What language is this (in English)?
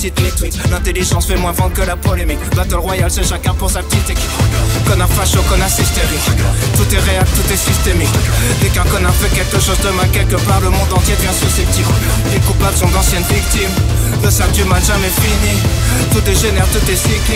French